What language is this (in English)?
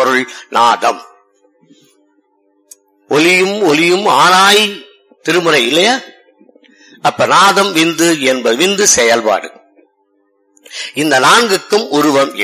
Tamil